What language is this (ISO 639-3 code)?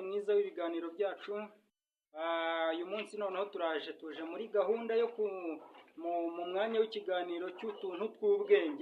kin